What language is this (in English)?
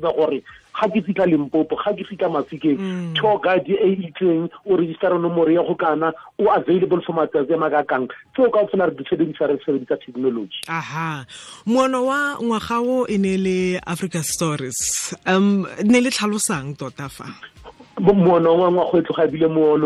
Tswana